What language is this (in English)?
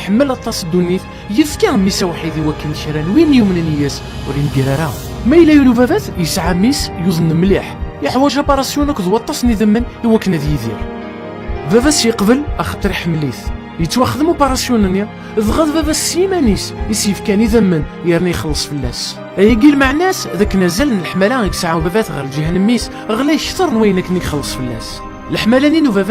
Kabyle